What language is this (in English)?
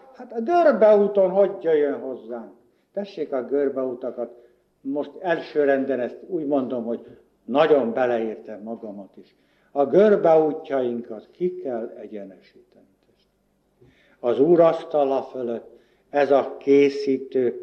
Hungarian